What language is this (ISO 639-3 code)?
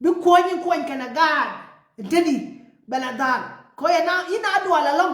nus